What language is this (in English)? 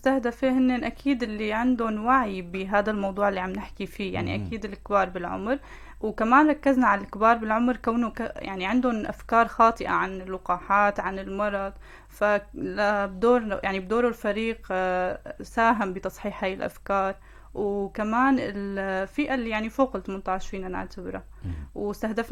North Levantine Arabic